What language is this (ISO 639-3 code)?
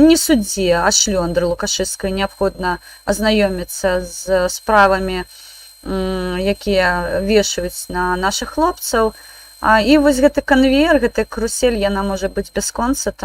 bel